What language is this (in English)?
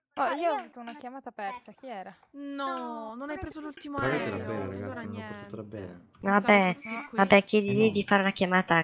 Italian